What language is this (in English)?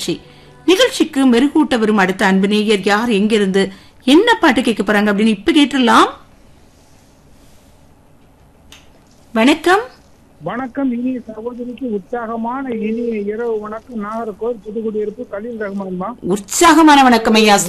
Tamil